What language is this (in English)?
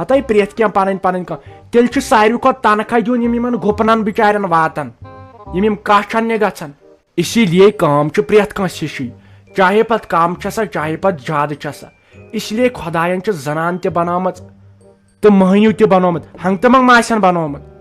Kashmiri